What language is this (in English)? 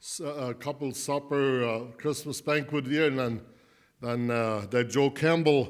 Plautdietsch